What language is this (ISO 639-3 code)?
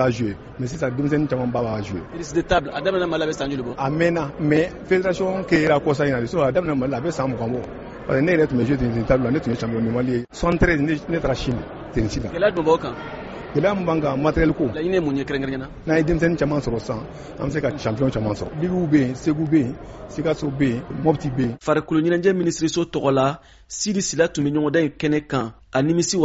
bam